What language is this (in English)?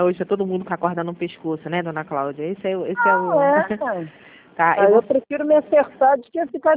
Portuguese